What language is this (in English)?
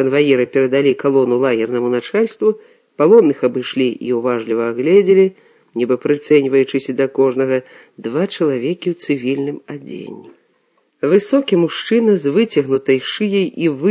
Belarusian